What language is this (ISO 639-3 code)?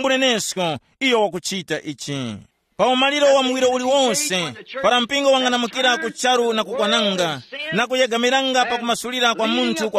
tum